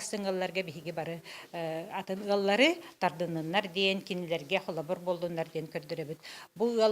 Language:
Yakut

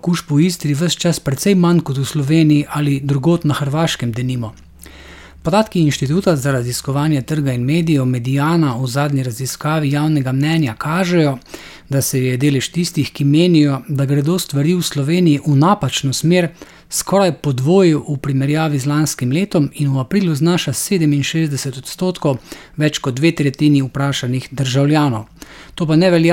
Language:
Slovenian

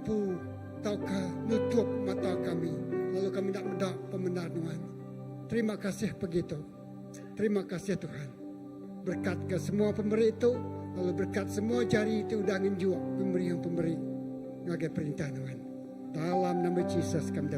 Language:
Iban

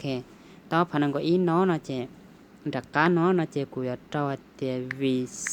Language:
Hmong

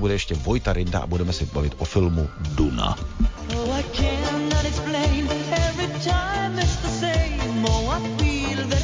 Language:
Czech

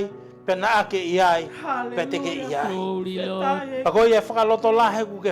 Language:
Tongan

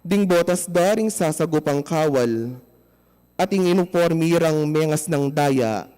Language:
Pampanga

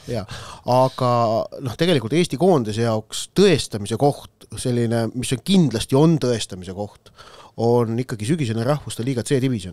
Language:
Estonian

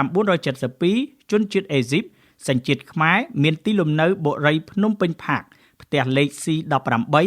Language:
Khmer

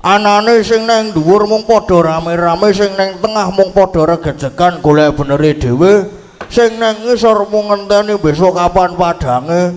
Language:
Javanese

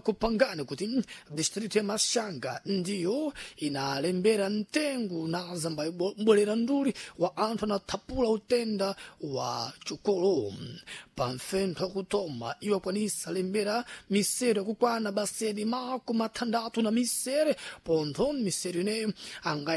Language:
Sena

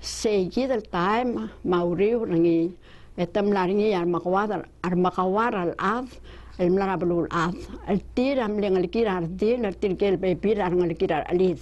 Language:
Palauan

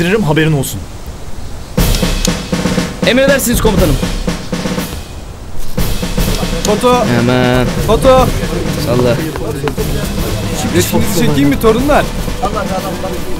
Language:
Turkish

